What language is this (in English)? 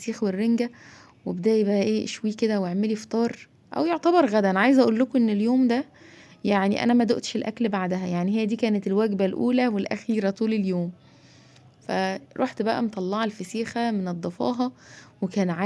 Egyptian Arabic